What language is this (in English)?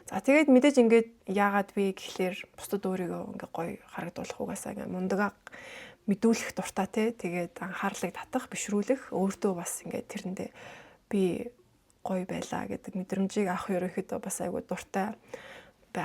Mongolian